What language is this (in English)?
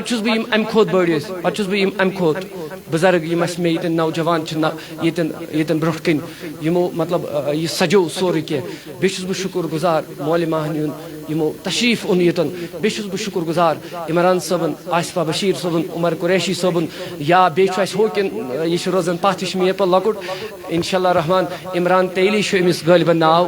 Kashmiri